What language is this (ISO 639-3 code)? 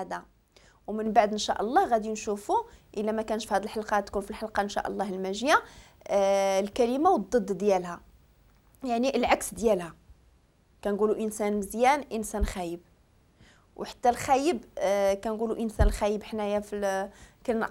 ary